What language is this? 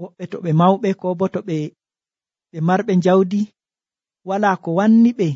Nigerian Fulfulde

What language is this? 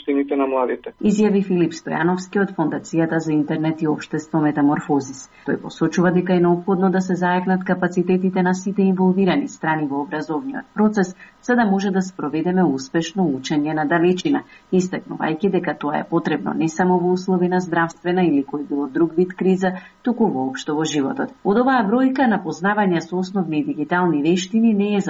Macedonian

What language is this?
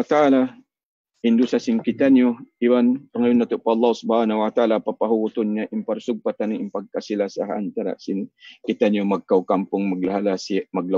Tausug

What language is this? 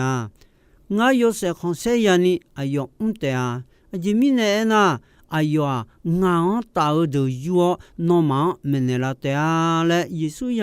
Akha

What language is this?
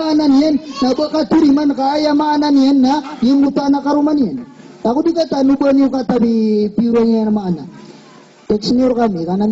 Maranao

